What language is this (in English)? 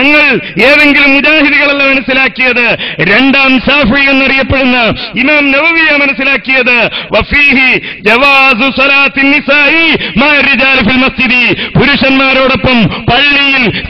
Malayalam